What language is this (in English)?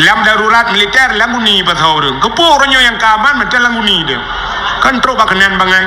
Achinese